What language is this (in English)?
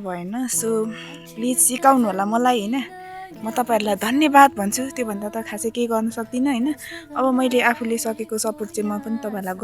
Nepali